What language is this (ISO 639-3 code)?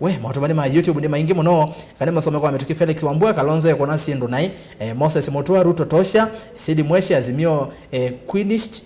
kam